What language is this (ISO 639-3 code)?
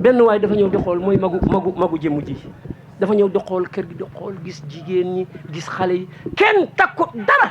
wol